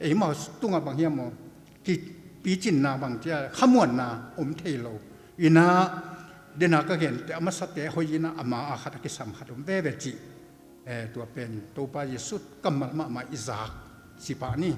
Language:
Tedim Chin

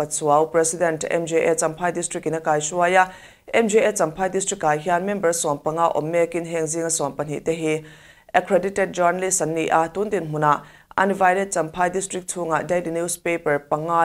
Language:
Mizo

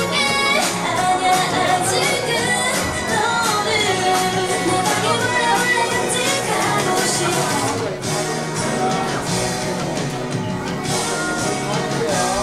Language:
Korean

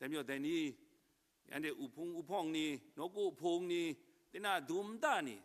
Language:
Kachin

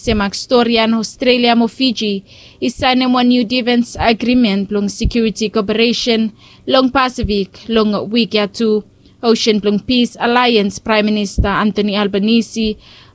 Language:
Bislama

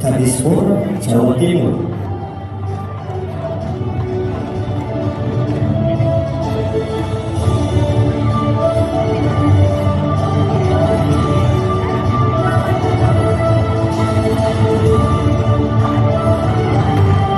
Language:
Indonesian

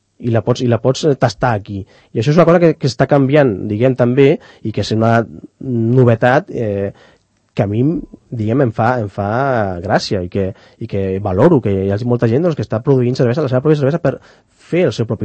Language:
Catalan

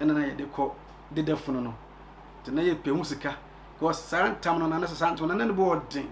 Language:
Akan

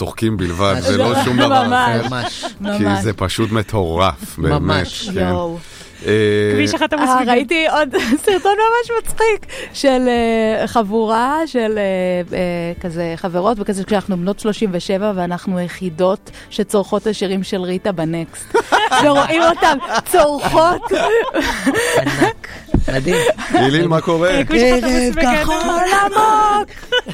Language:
Hebrew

